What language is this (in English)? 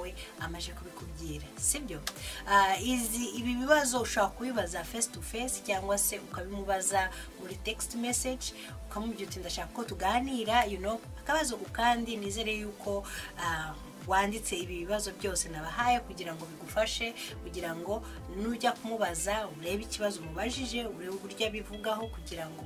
Kinyarwanda